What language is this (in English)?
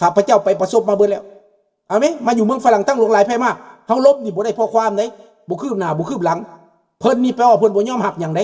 Lao